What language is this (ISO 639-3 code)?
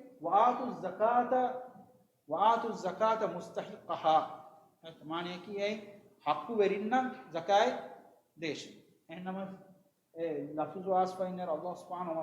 div